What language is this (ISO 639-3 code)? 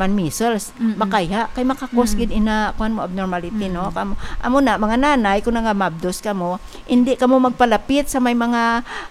hil